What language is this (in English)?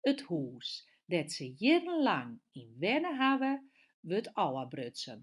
Western Frisian